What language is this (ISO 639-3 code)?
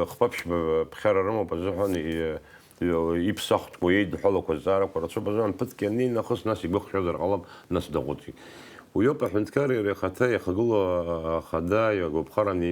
abk